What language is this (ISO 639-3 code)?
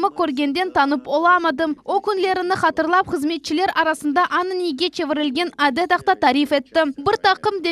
crh